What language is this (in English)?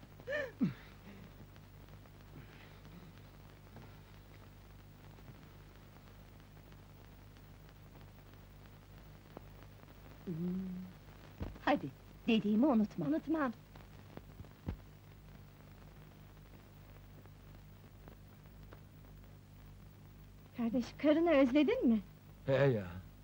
Turkish